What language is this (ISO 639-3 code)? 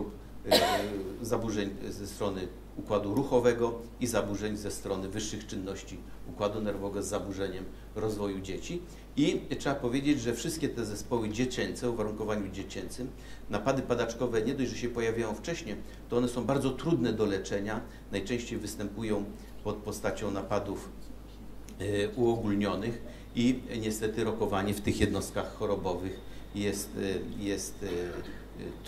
pol